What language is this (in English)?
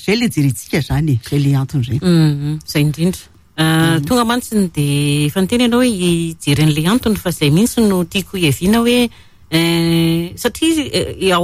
Malagasy